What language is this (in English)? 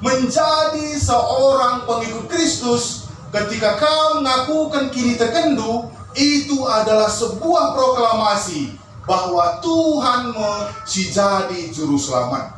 Batak Karo